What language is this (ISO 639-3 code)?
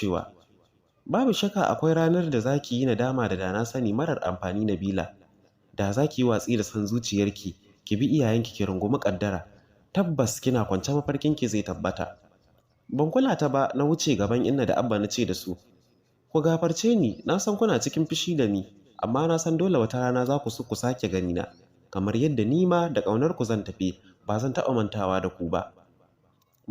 hau